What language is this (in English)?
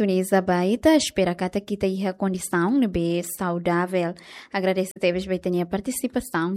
Tetum